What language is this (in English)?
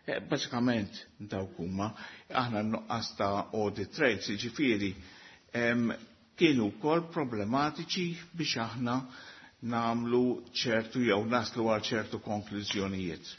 Maltese